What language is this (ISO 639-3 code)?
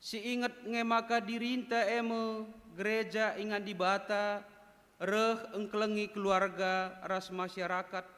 btx